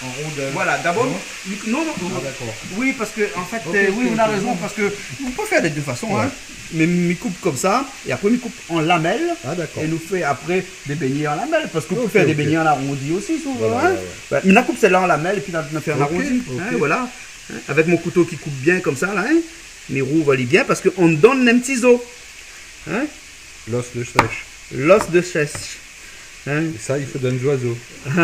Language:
Réunion Creole French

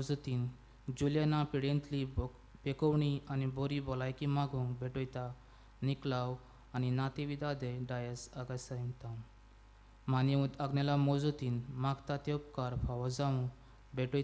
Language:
Konkani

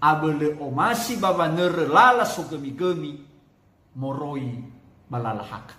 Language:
Nias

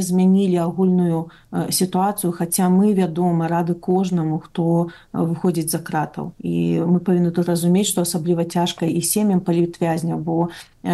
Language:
Belarusian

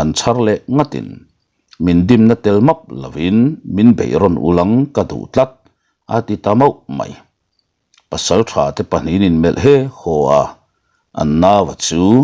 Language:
Mizo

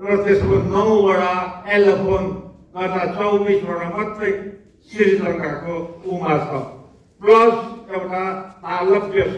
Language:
Nepali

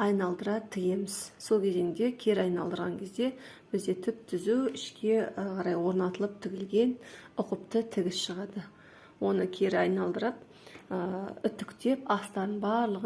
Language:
Kazakh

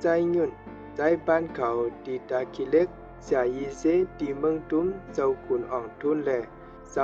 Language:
Shan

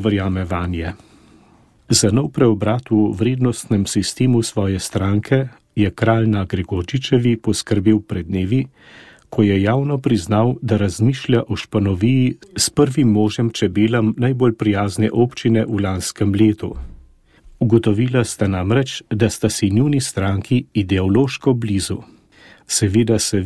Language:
Slovenian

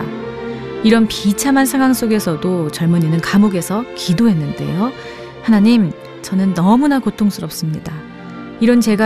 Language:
Korean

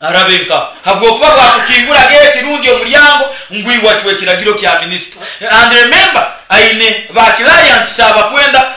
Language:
Nyoro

